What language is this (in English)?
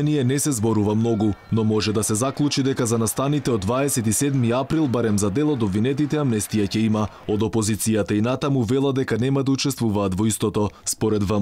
Macedonian